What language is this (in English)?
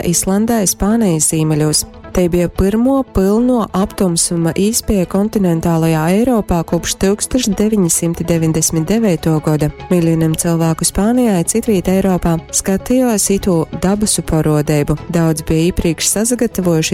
Latgalian